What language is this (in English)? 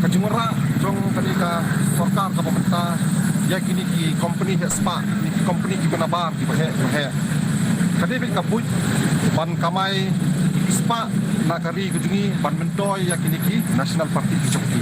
Khasi